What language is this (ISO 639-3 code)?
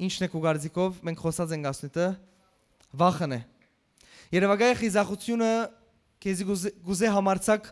hyw